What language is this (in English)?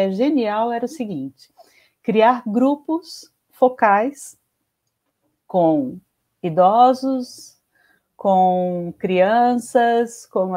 Portuguese